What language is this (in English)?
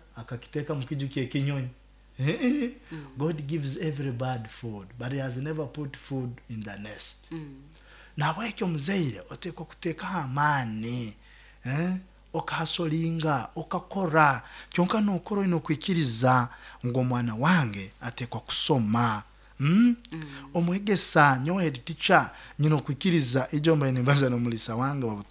Nyoro